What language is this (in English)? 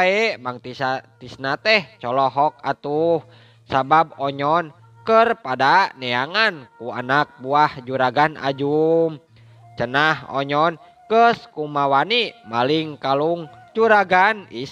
Sundanese